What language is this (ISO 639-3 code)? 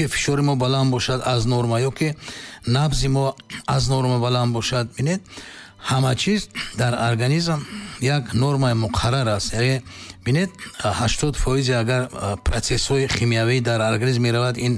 tgk